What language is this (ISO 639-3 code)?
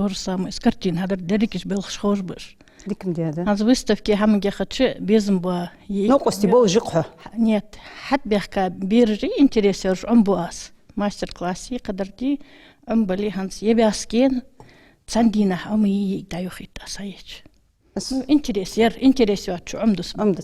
inh